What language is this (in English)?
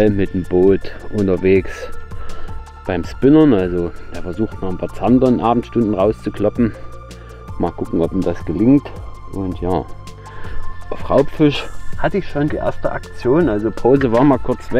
German